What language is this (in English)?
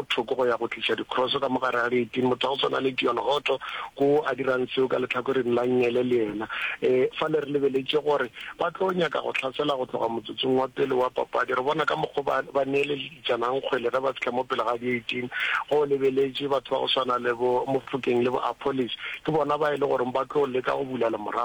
Northern Sotho